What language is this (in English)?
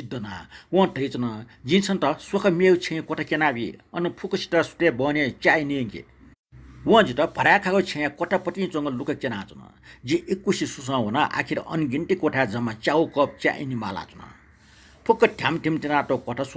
Newari